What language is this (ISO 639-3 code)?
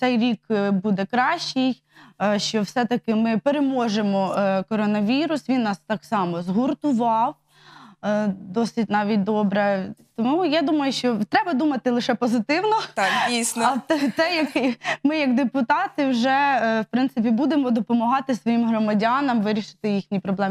ukr